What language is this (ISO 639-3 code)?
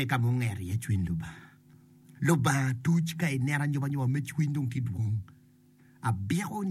ach